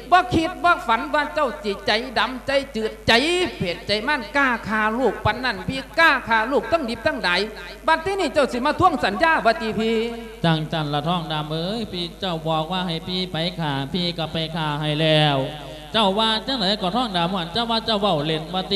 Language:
Lao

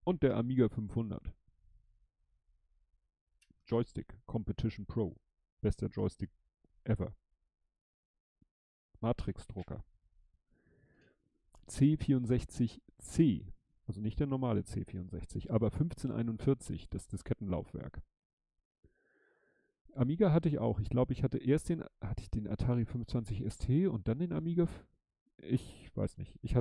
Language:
German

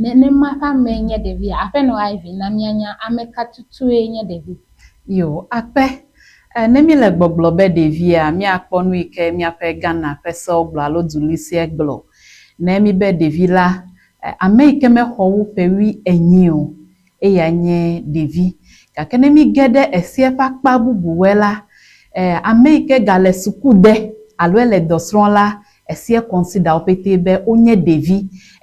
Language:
Ewe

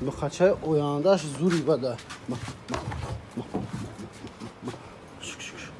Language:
Tajik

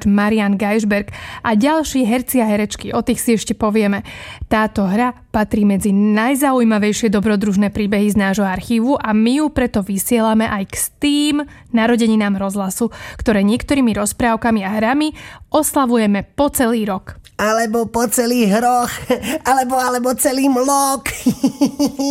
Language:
Slovak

